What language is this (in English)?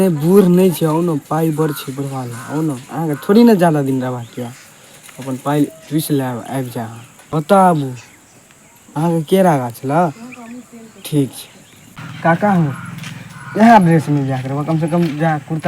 Maithili